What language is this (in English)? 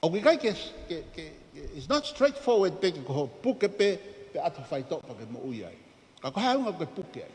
Tongan